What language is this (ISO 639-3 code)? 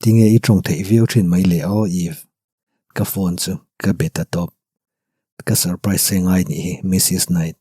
lus